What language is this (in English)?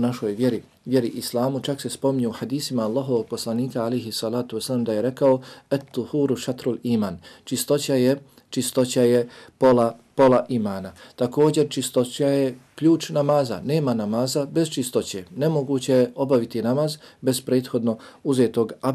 Bosnian